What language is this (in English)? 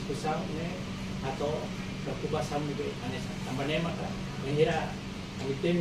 Tetum